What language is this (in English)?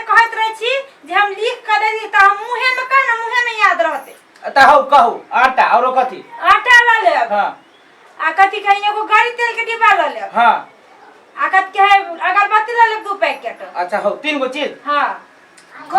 Maithili